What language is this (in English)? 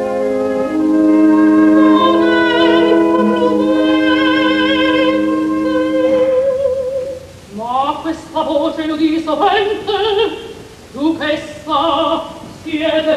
Italian